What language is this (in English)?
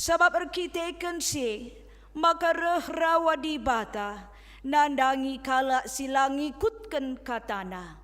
Batak Karo